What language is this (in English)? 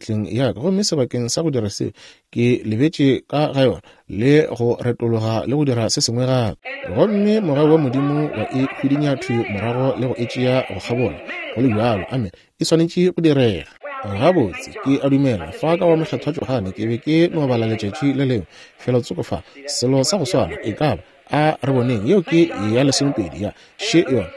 Northern Sotho